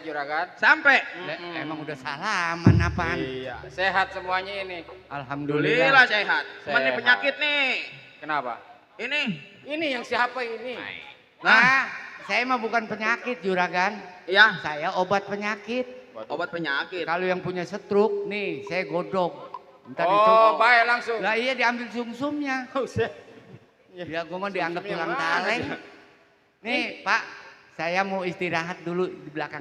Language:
Betawi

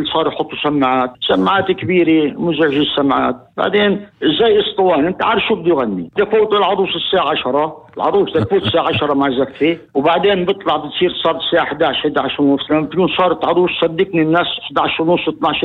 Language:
North Levantine Arabic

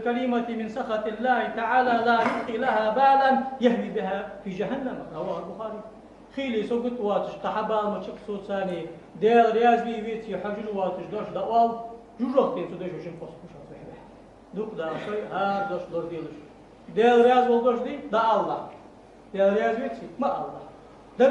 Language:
Ingush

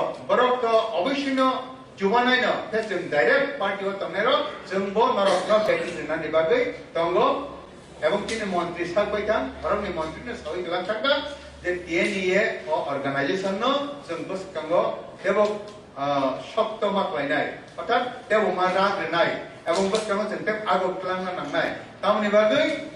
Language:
Kok Borok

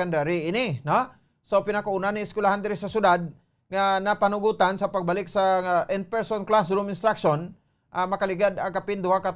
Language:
Hiligaynon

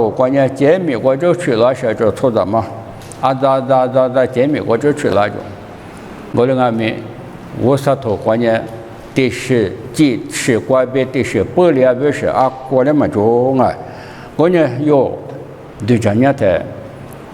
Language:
Lisu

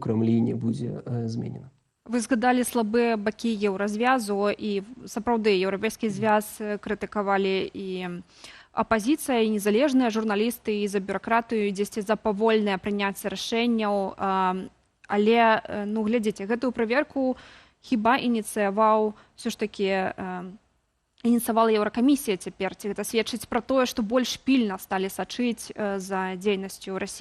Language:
Belarusian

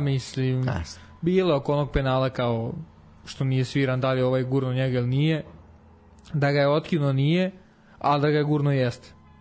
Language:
Serbian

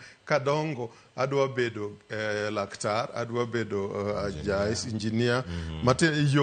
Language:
Luo (Kenya and Tanzania)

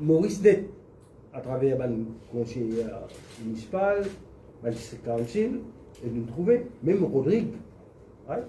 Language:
Morisyen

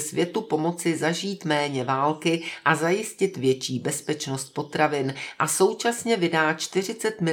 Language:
Czech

